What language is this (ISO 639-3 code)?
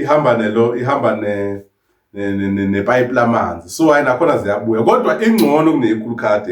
zul